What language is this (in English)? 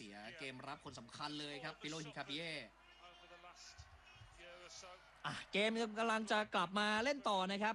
Thai